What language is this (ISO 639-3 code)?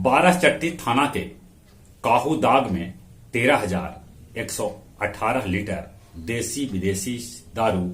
mag